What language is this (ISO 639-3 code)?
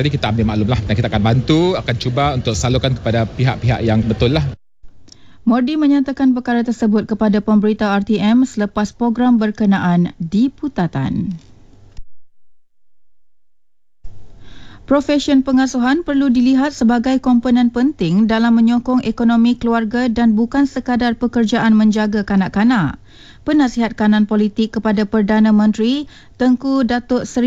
msa